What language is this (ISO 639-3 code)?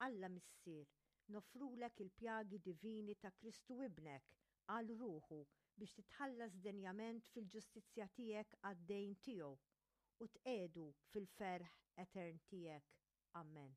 mlt